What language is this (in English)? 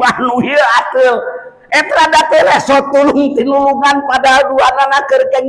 Sundanese